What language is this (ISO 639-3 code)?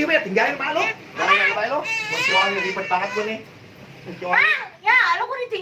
bew